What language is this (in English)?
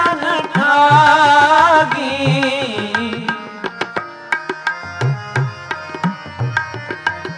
Punjabi